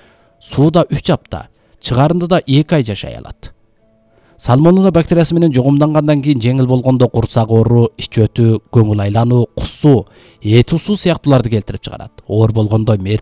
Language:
Kyrgyz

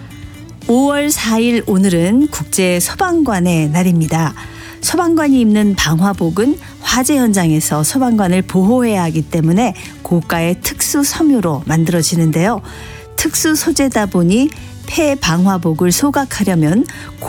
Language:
Korean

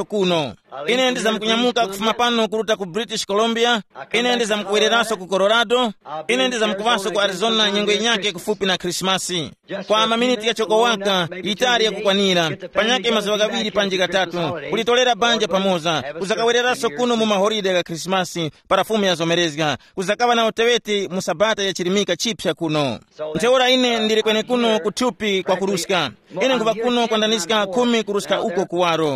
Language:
Tumbuka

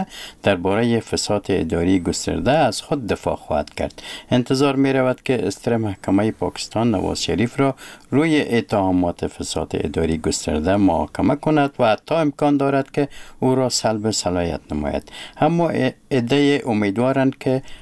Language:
Persian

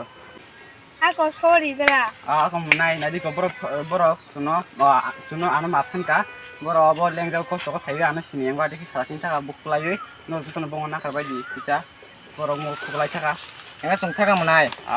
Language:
Kok Borok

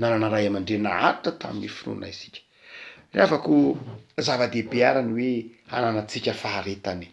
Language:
Malagasy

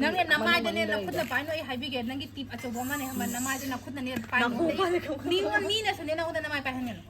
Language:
Manipuri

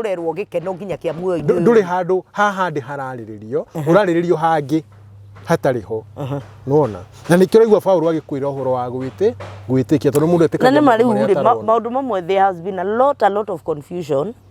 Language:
Kikuyu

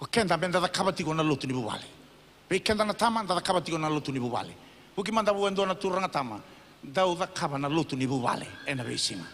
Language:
Fijian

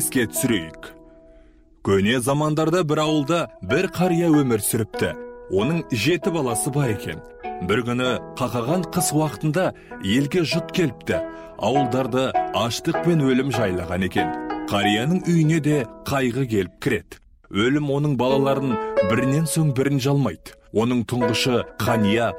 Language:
Kazakh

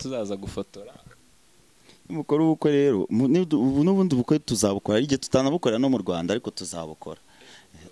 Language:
Kinyarwanda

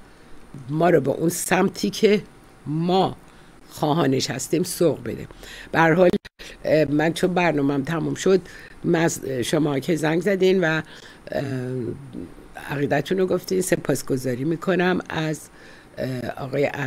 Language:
Persian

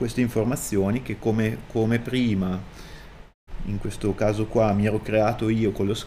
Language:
Italian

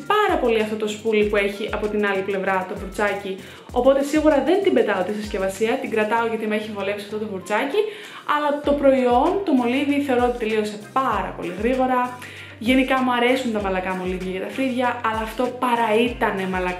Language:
Greek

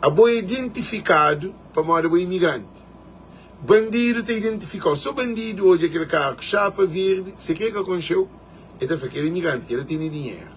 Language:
Kabuverdianu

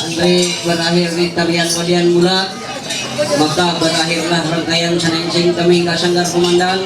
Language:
Ma'anyan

